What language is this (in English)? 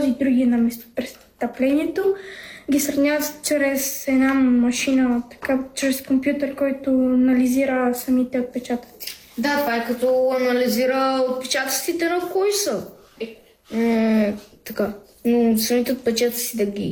Bulgarian